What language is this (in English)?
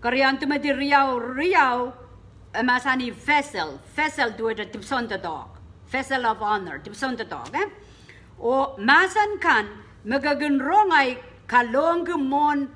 Pohnpeian